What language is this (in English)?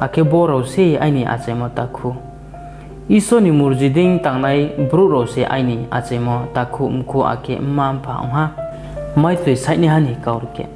Riang (India)